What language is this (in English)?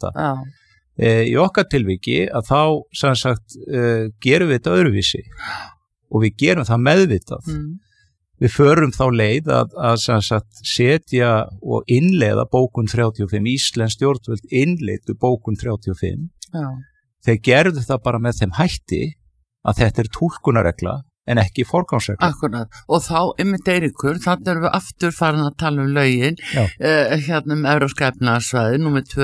Icelandic